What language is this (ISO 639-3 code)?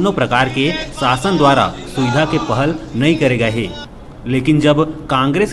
hne